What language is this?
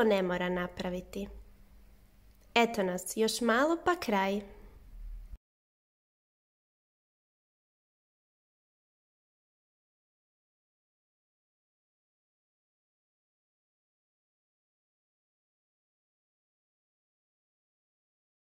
Croatian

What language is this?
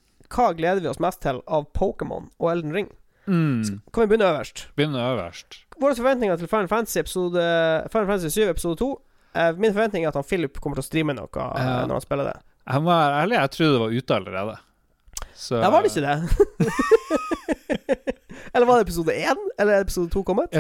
Norwegian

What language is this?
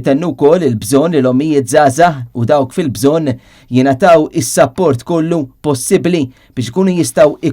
Maltese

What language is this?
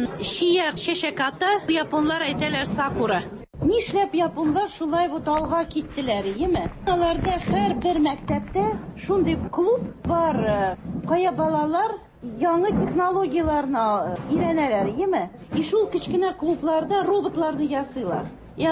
Tatar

